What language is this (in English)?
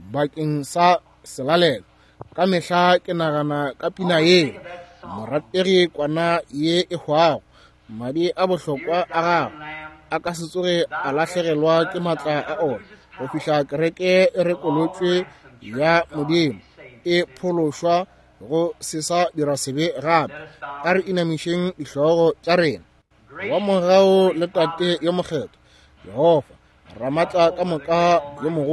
Northern Sotho